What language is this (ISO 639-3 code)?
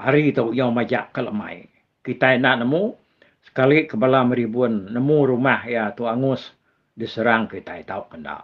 iba